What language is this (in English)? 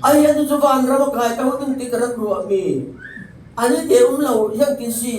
Falam Chin